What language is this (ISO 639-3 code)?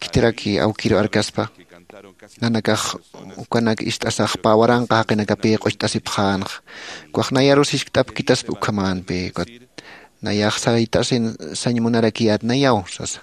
aym